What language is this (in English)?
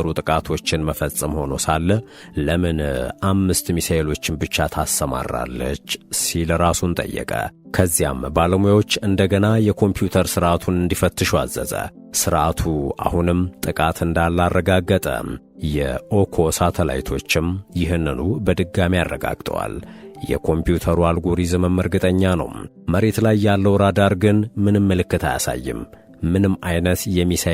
Amharic